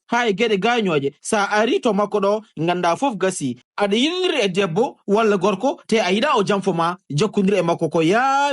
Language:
Fula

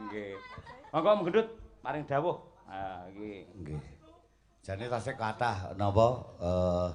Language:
Javanese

